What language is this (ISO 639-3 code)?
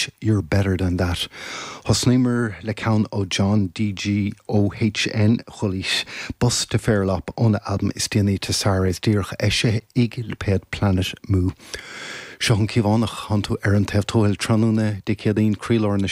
gle